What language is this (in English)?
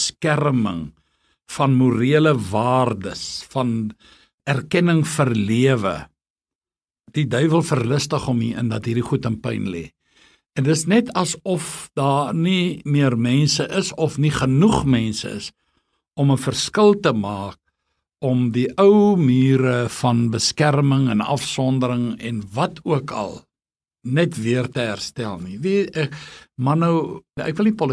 Afrikaans